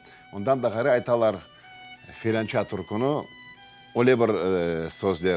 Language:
Crimean Tatar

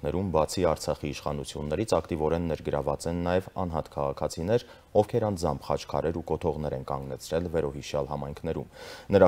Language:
Armenian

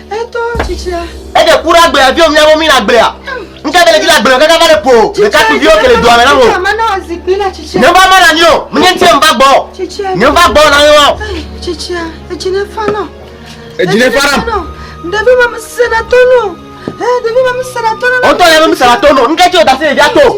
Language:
Ewe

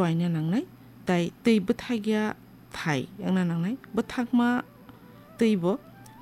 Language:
Kok Borok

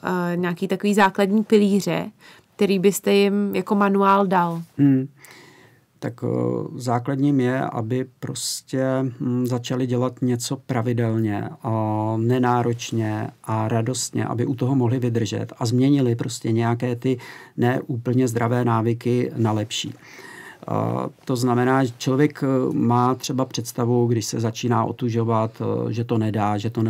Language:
Czech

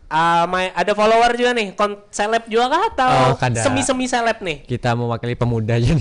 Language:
Banjar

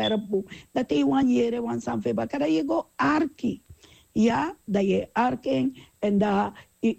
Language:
Sranan Tongo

